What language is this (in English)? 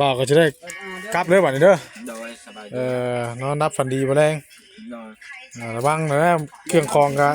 Northeastern Thai